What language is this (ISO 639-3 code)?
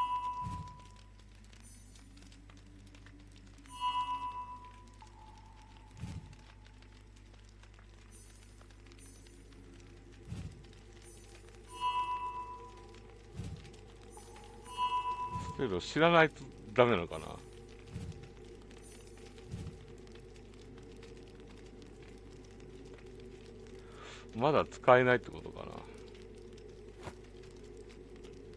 jpn